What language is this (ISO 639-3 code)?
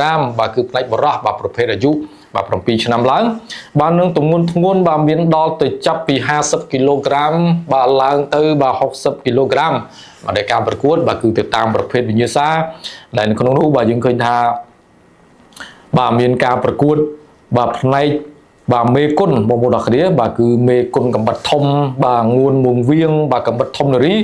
khm